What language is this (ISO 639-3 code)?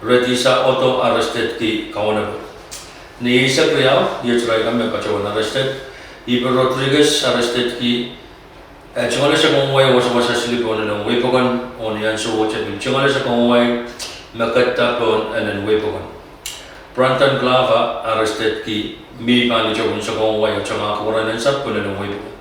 pon